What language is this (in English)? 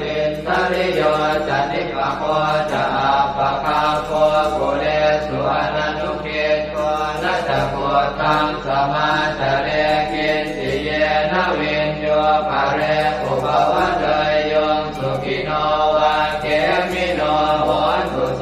Pali